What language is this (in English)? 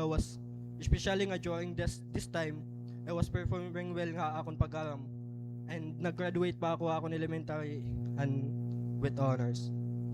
Waray